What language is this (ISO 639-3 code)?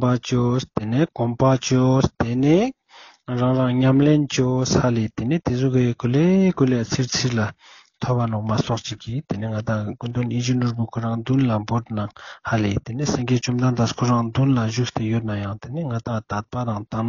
lbj